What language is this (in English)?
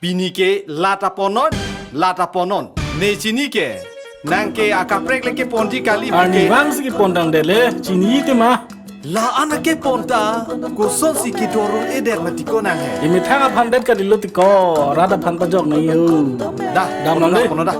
Karbi